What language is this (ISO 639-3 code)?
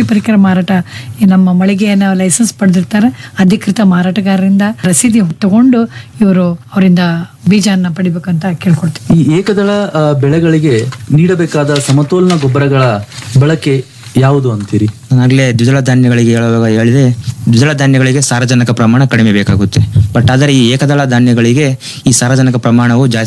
kan